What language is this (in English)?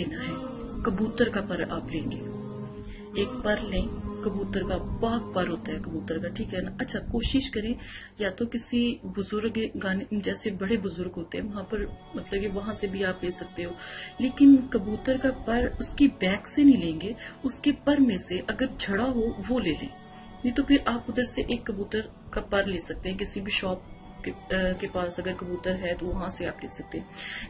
Urdu